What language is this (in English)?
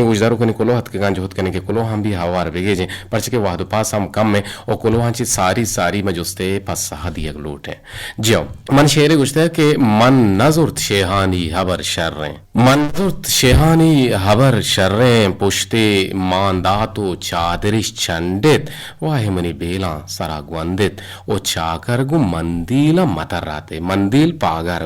Eastern Balochi